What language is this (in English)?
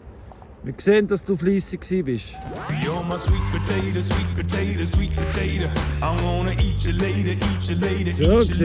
Swiss German